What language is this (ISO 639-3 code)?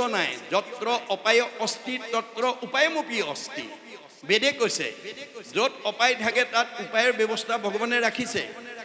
asm